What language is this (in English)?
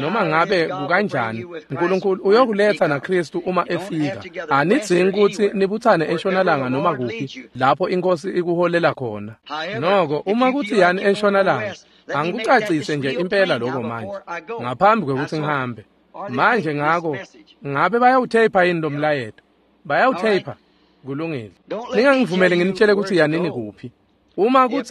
Swati